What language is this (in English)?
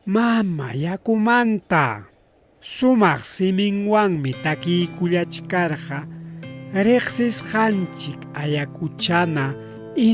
Ayacucho Quechua